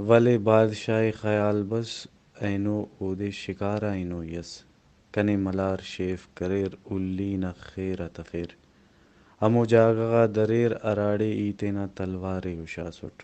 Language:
Brahui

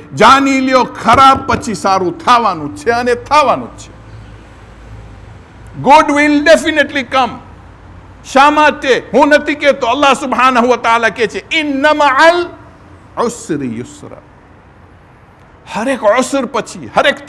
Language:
Gujarati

